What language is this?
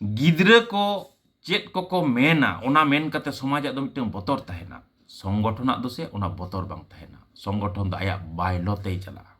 Santali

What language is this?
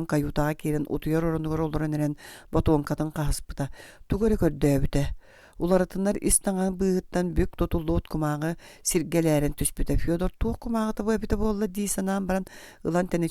Yakut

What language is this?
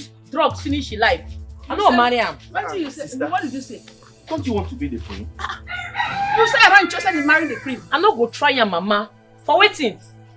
Nigerian Pidgin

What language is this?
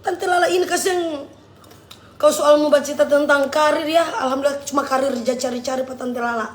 Manado Malay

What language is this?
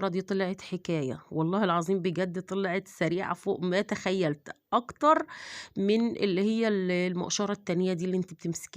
Egyptian Arabic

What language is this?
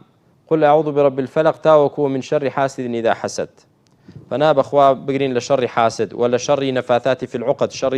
Central Kurdish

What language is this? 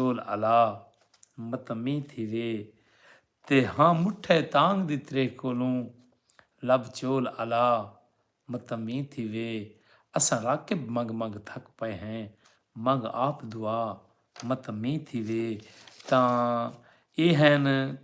Saraiki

